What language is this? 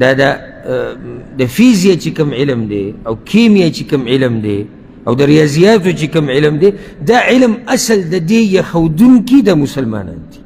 Pashto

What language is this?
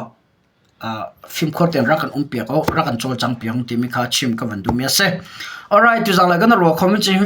Hakha Chin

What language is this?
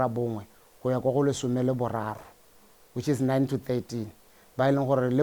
Tswana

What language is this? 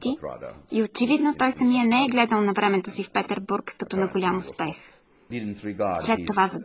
Bulgarian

